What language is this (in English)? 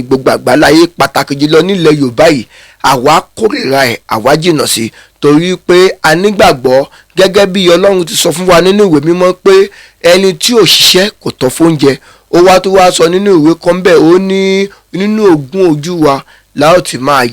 Yoruba